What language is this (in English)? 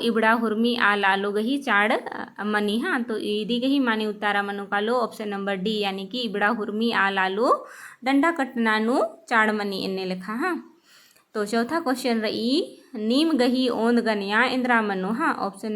Kurukh